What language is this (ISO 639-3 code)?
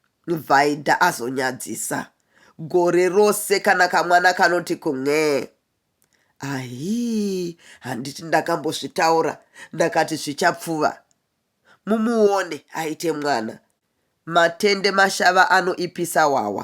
sna